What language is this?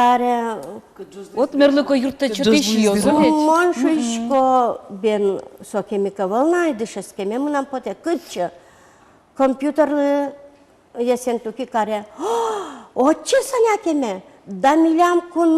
Udmurt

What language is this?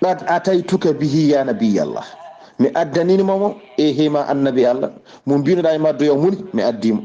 Fula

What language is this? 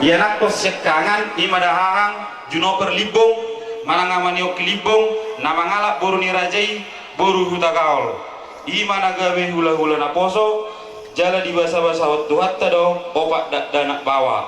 Batak Toba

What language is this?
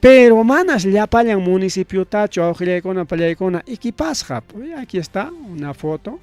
Ayacucho Quechua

